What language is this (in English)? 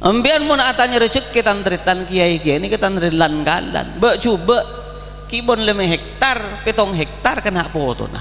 Madurese